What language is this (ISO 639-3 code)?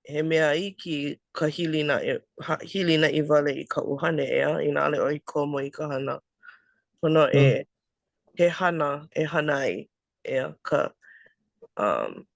haw